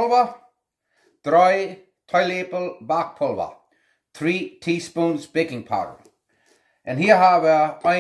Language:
Plautdietsch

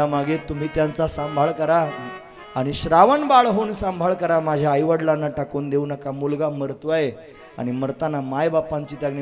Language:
Marathi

